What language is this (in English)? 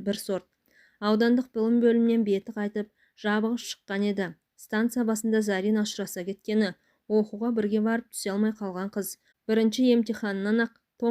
Kazakh